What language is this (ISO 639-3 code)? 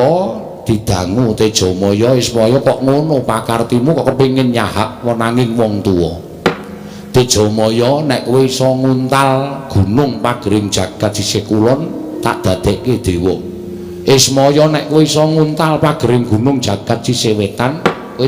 jav